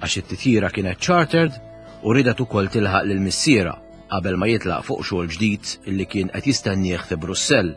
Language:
Maltese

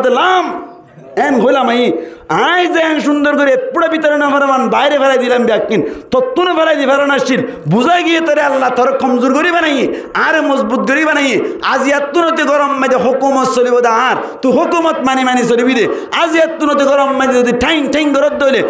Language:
Rohingya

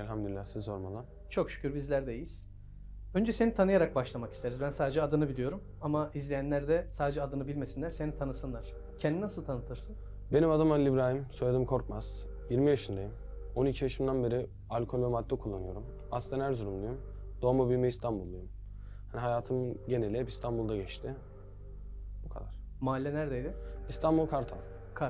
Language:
Turkish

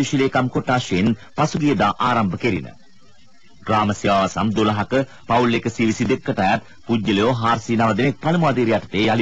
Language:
Sinhala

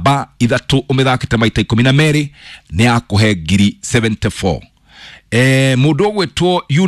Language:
Kikuyu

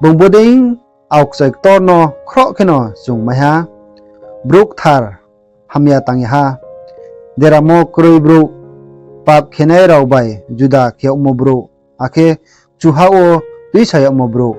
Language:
Riang (India)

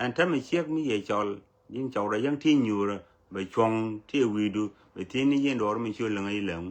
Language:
Nuer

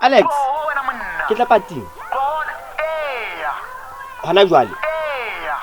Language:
Southern Sotho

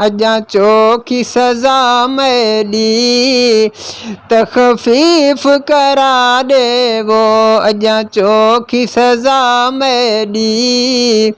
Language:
Saraiki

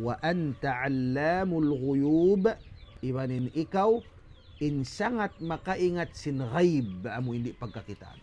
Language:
Tausug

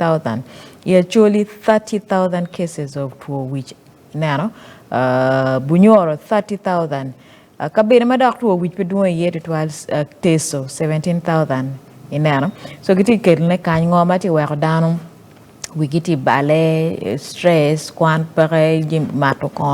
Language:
Acoli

